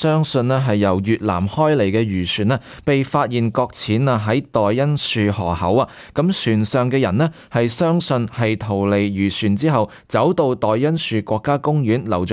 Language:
Cantonese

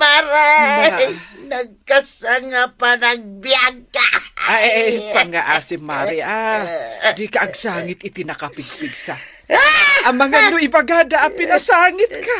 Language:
Iloko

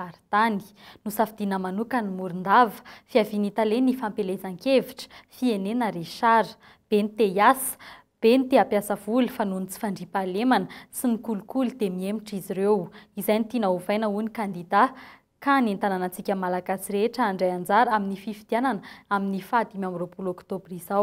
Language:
Malagasy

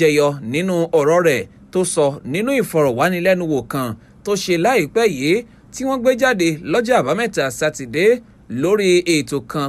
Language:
Yoruba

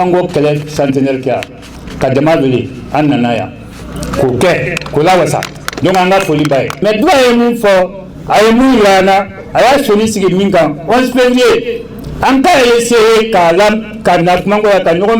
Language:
Bambara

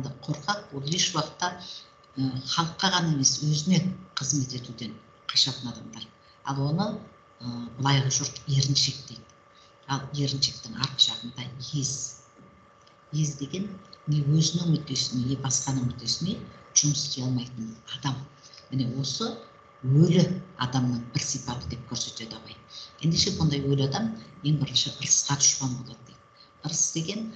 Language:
Kazakh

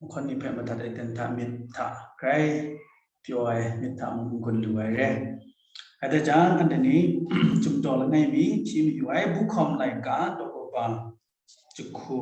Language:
Kachin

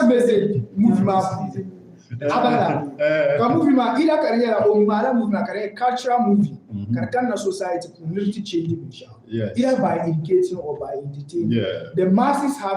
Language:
Dagbani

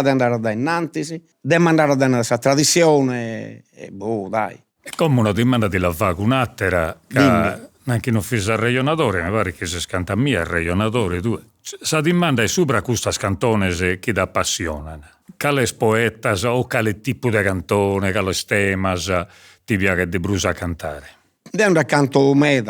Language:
Sardinian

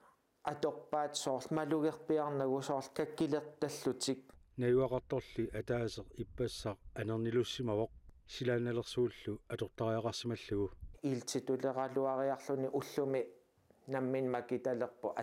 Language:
Kalaallisut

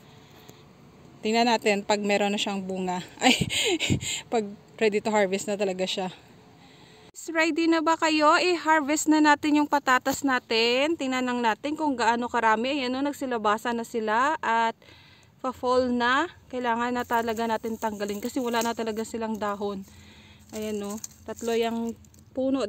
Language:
Filipino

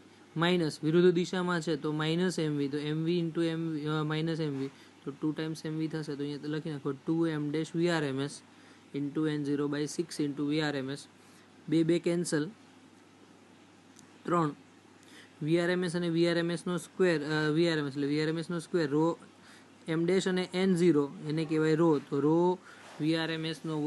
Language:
Gujarati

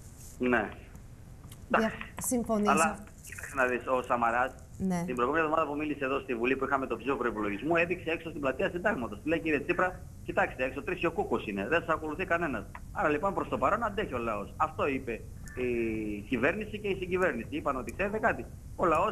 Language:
Greek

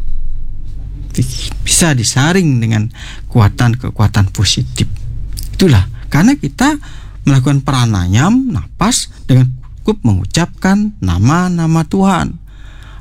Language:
Indonesian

